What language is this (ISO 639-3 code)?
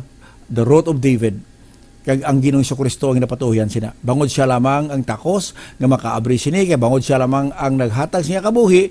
hil